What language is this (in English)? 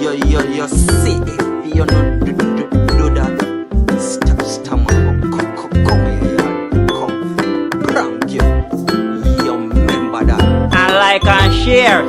Jamaican Creole English